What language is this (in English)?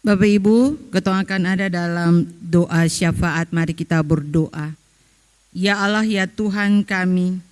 Ambonese Malay